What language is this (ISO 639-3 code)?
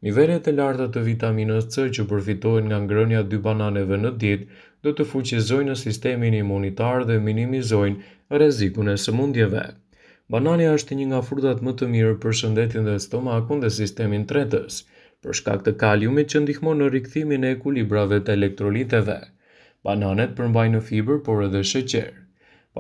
sqi